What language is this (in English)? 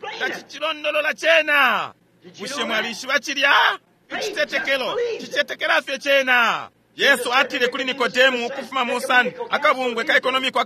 Bemba